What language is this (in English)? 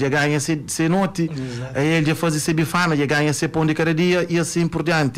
Kabuverdianu